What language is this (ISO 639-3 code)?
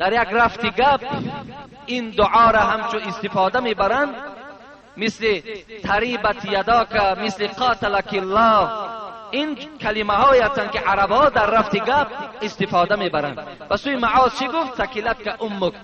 tgk